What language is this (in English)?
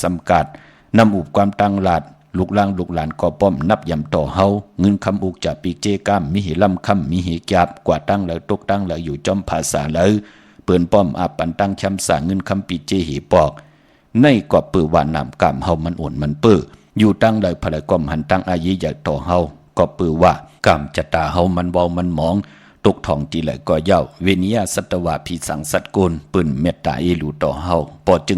Shan